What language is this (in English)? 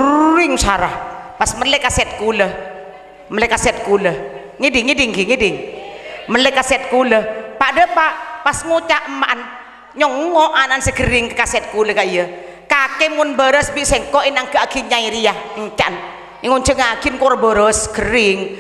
Madurese